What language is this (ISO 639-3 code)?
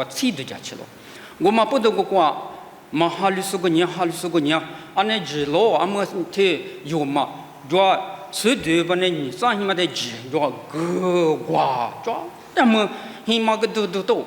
lis